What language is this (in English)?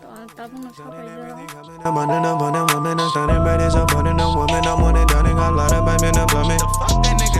Kok Borok